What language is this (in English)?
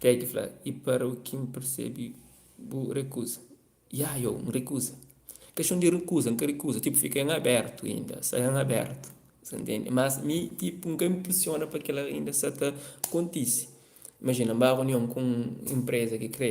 Kabuverdianu